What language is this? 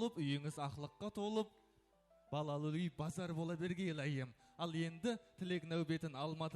Kara-Kalpak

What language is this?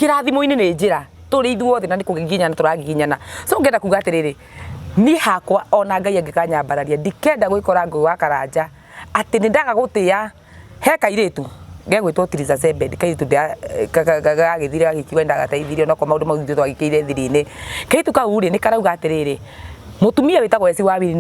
Kikuyu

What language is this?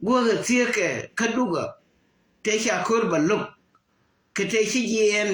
Nuer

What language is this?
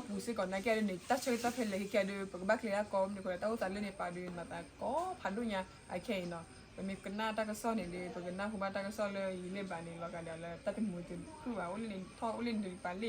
S'gaw Karen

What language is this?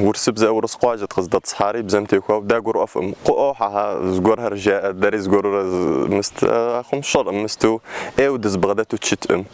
Kabardian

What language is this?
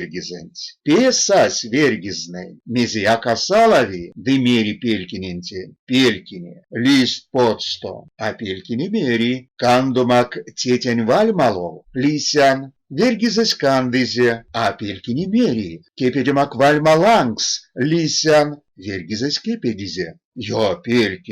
Erzya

